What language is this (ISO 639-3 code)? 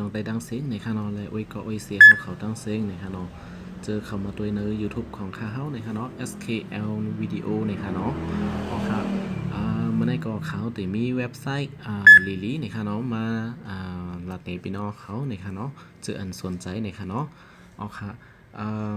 shn